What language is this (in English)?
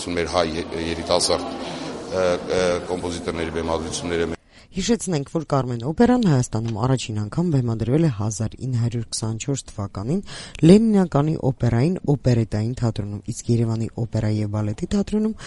Armenian